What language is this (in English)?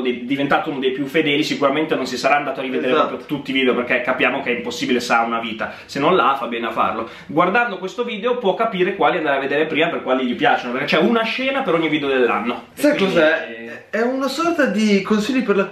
Italian